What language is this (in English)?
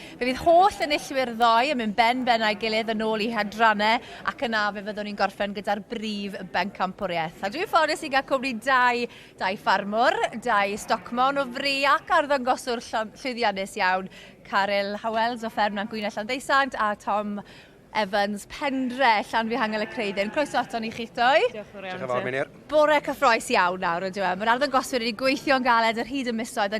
Welsh